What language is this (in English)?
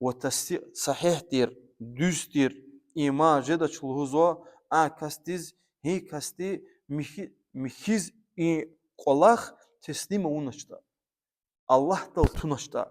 Lezghian